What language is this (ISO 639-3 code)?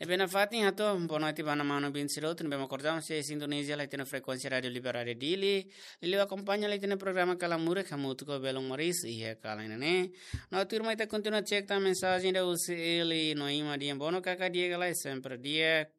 tet